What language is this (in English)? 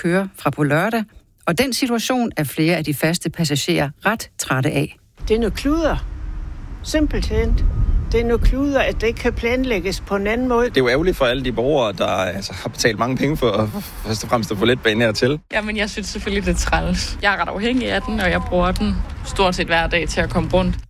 Danish